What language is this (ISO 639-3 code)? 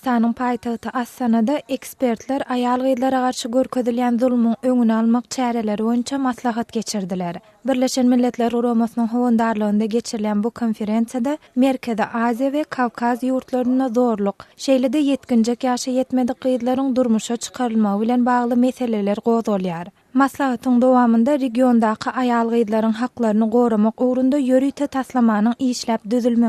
tuk